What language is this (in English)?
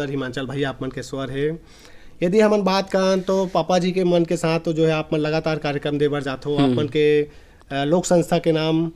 Chhattisgarhi